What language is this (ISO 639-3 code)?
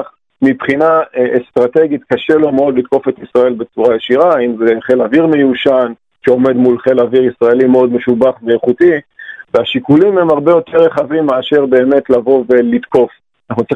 heb